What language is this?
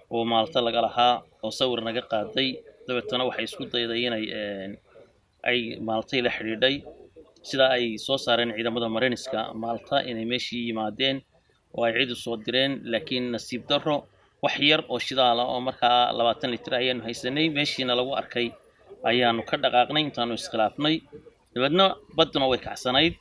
Somali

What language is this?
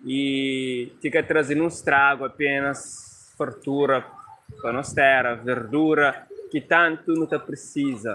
Kabuverdianu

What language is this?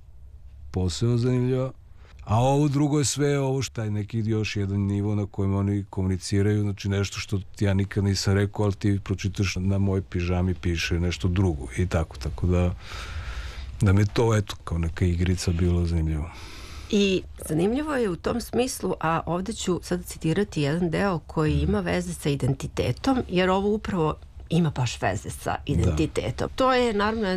Serbian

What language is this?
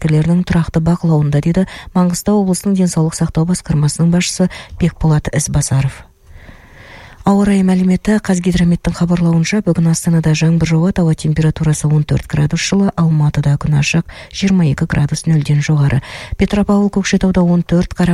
Kazakh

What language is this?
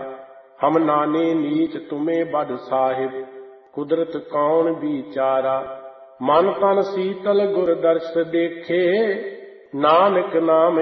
Punjabi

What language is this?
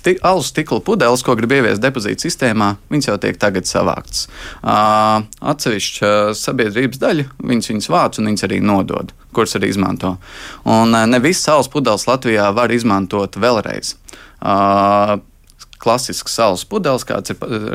Latvian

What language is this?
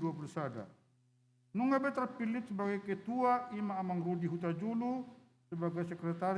Batak Toba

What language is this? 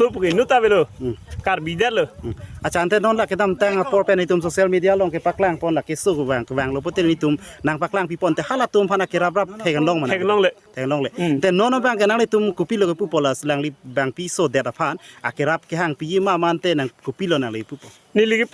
Karbi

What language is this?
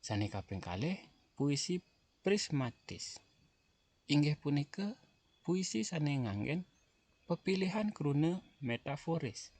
Balinese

